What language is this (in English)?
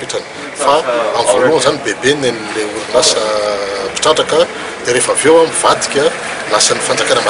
Malagasy